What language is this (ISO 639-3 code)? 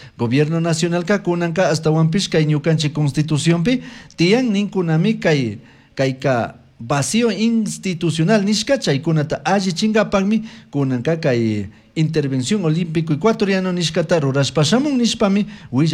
qug